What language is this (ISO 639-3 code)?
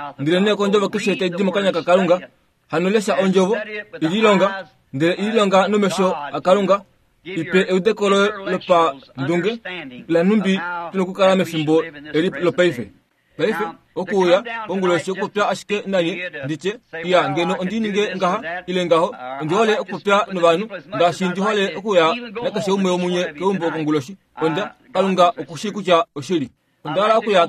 kua